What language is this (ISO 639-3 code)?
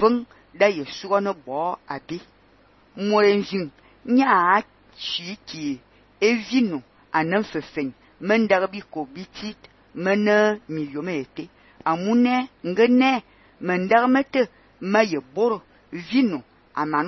fan